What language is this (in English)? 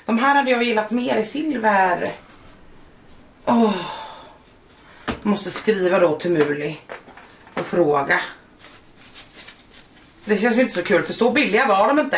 Swedish